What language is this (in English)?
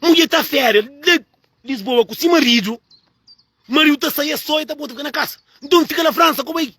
Kabuverdianu